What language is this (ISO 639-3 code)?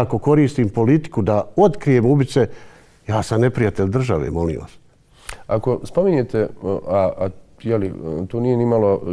bos